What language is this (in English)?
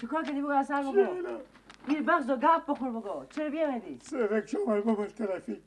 Persian